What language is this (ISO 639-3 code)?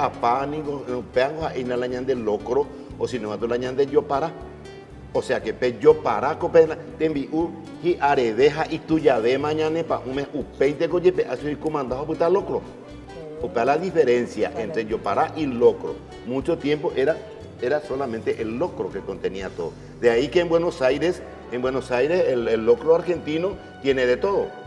grn